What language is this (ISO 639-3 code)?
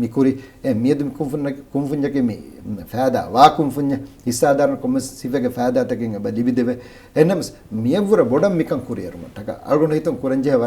div